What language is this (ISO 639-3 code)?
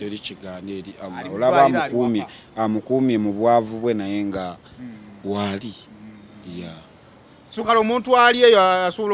lug